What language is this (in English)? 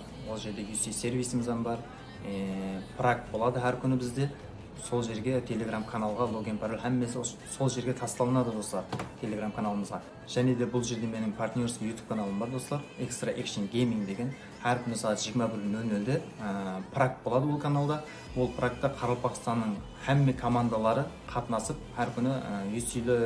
Kara-Kalpak